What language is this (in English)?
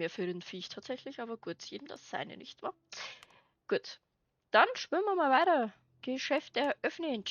Bavarian